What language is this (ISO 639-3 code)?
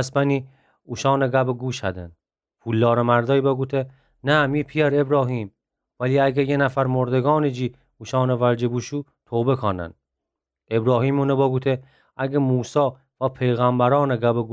glk